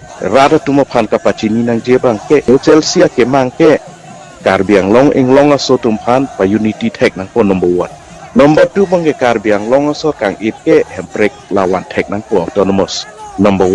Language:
Karbi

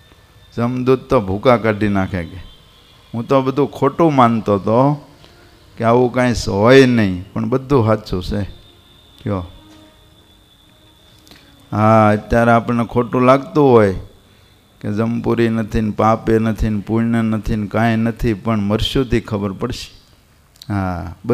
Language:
Gujarati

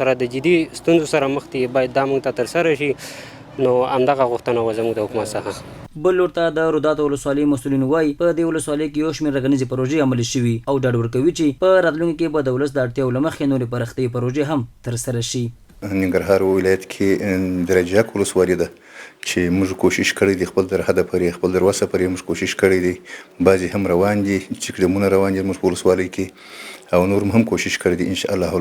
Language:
Pashto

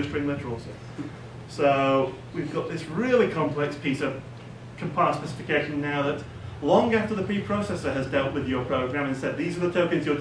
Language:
English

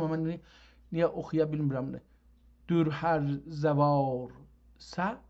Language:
South Azerbaijani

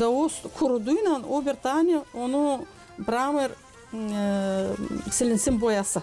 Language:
Gagauz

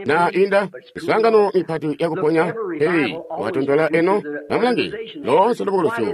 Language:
Tonga (Zambia)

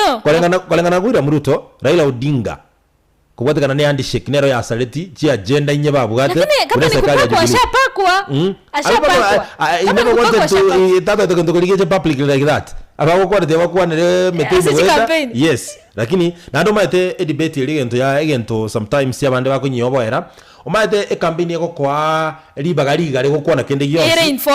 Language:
Gusii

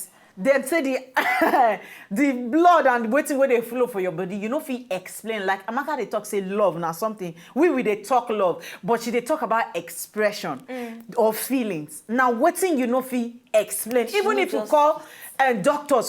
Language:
Nigerian Pidgin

